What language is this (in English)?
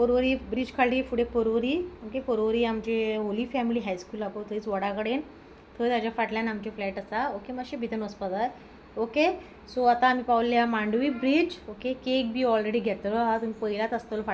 Konkani